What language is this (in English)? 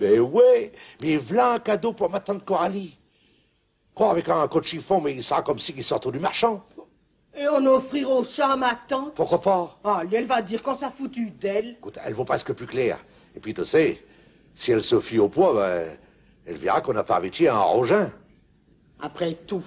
Picard